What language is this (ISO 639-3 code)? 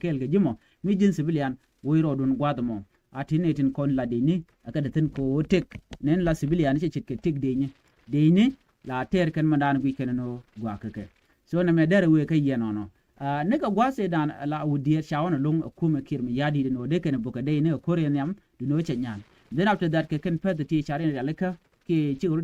nus